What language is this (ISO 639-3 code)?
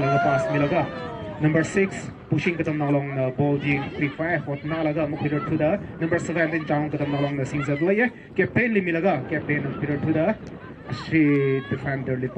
nmf